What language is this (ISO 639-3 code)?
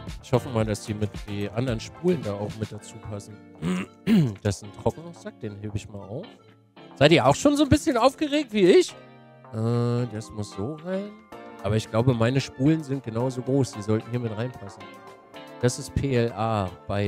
deu